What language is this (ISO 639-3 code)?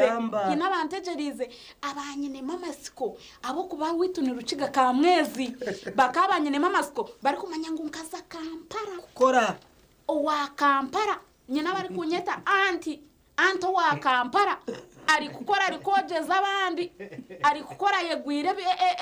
nyn